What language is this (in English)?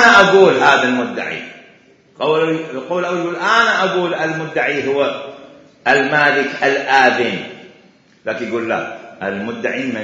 Mesopotamian Arabic